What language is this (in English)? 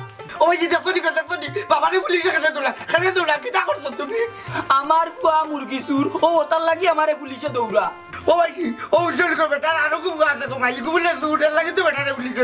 Sylheti